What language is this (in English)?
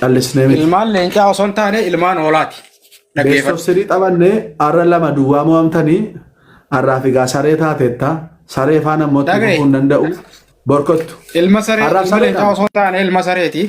Oromo